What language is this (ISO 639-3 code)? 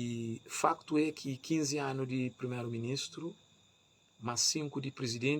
kea